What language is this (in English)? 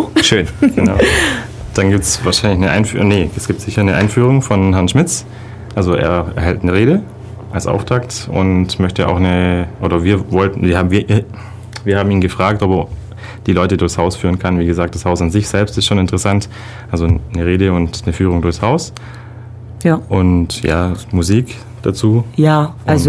German